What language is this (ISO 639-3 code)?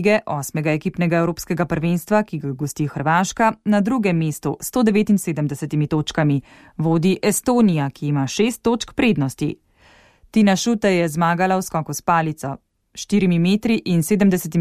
slv